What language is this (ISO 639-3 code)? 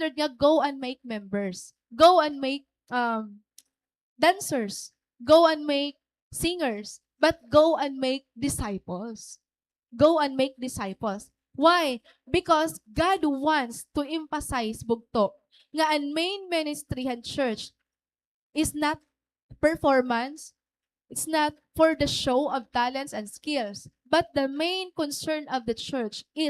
war